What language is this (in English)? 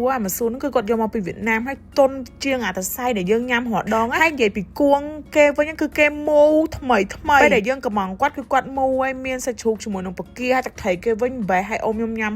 Khmer